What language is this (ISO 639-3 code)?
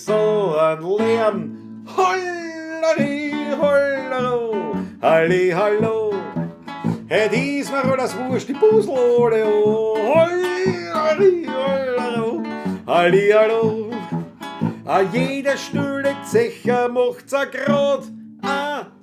bar